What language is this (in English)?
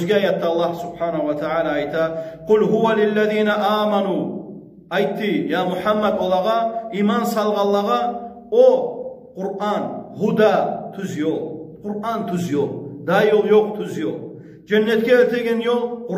Kumyk